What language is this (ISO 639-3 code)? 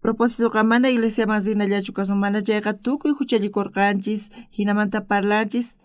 quh